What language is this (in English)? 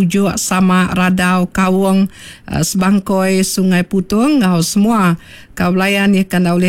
Iban